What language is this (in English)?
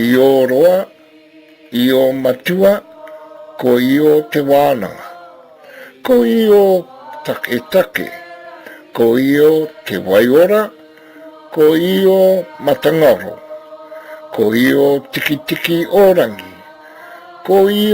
Māori